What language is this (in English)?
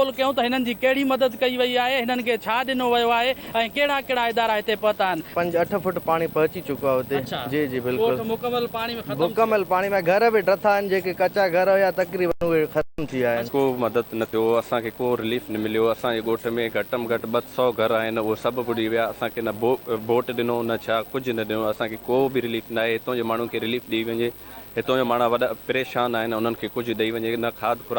Sindhi